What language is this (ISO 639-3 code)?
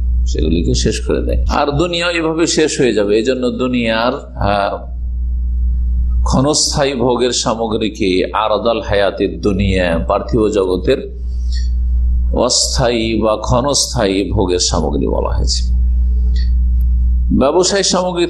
ben